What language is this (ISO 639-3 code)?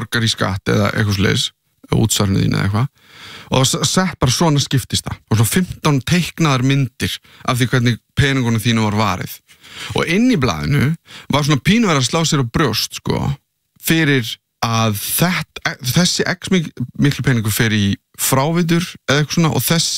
isl